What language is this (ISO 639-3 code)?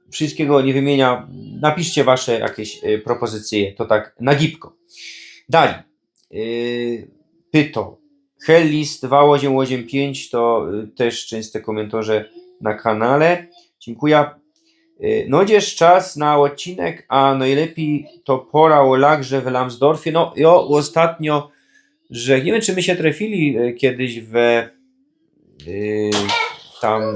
szl